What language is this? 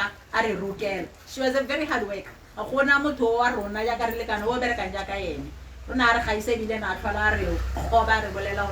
Tswana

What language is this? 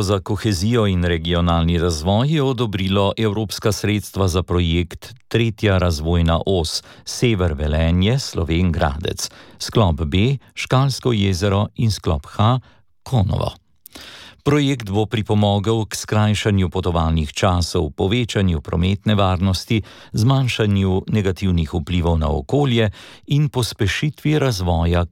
Slovenian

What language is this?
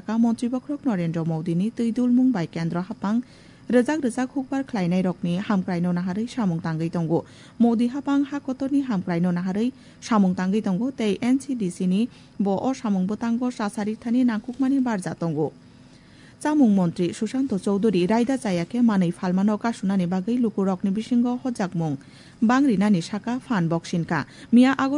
Kok Borok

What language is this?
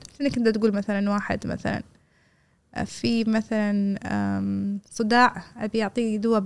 Gulf Arabic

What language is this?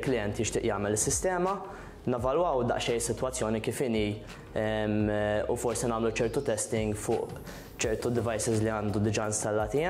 Maltese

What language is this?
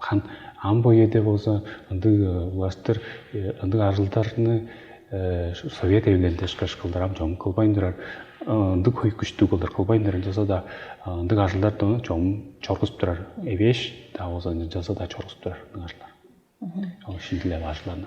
Tuvinian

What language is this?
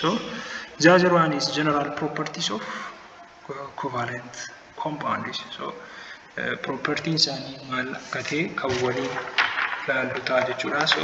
Oromo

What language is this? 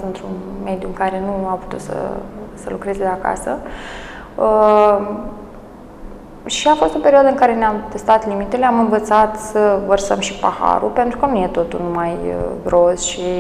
Romanian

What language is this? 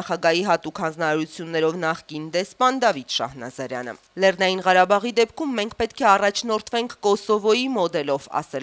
Armenian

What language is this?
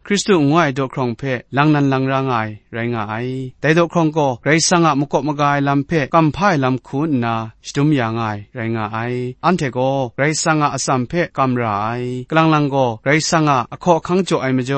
Kachin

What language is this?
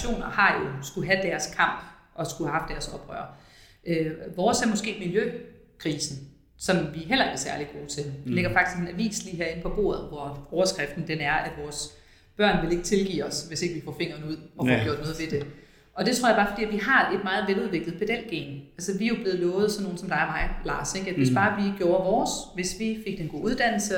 Danish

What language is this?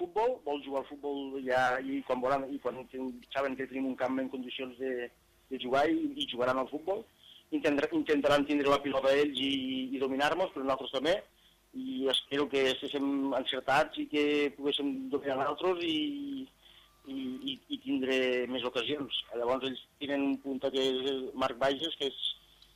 Catalan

